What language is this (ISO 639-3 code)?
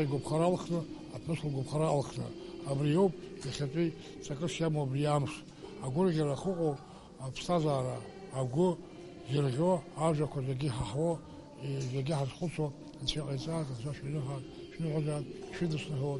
abk